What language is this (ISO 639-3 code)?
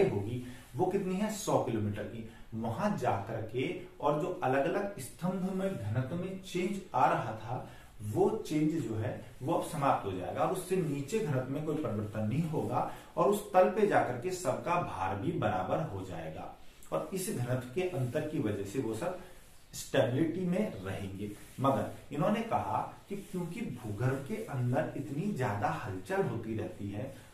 hin